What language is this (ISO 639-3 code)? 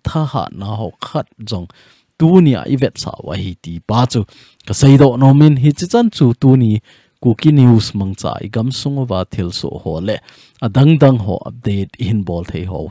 tcz